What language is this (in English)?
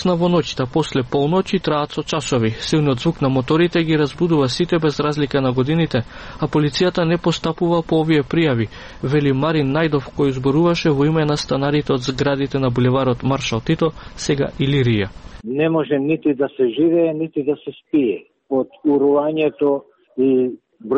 Macedonian